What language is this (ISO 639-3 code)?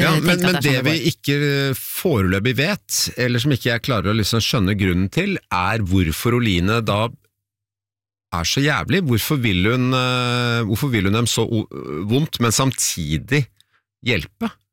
nor